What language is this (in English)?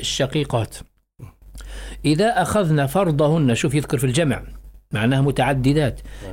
Arabic